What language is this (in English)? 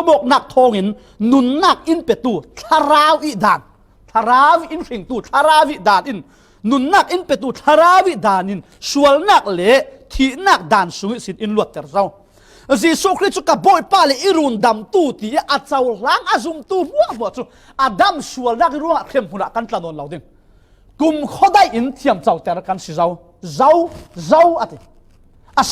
Falam Chin